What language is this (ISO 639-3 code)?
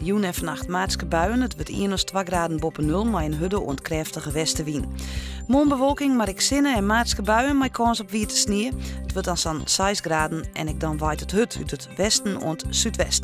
fry